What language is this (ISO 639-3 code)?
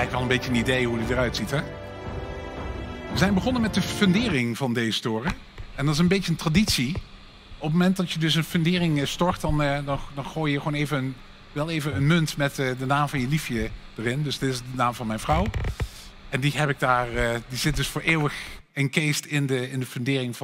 nld